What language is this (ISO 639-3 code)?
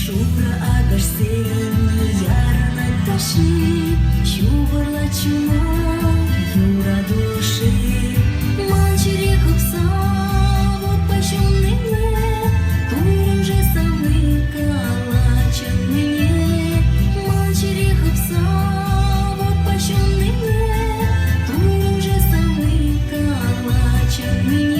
chv